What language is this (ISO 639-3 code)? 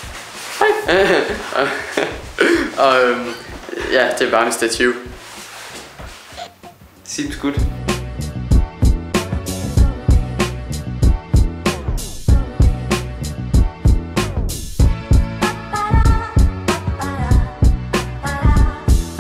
dan